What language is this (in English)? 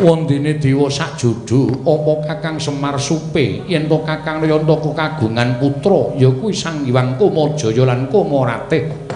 Javanese